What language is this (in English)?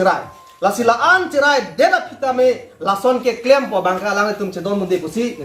Karbi